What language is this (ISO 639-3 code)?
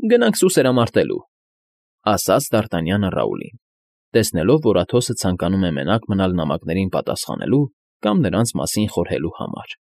hye